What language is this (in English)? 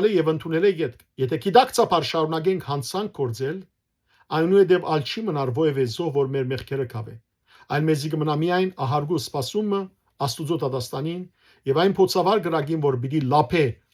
Western Armenian